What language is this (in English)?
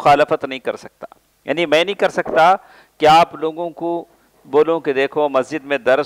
Urdu